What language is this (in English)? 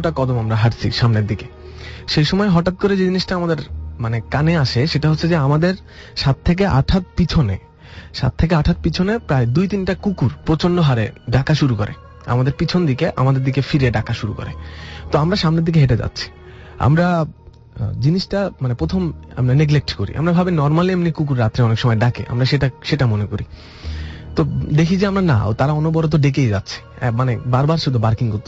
Bangla